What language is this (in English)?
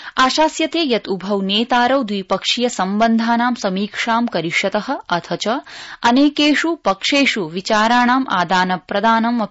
Sanskrit